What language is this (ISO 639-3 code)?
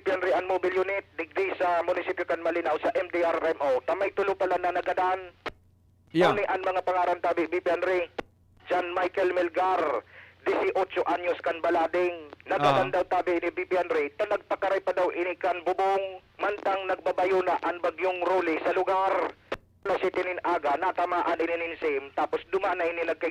bik